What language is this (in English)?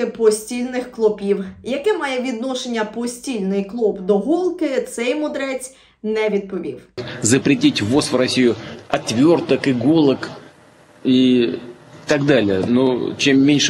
Ukrainian